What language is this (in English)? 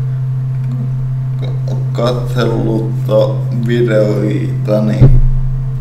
Finnish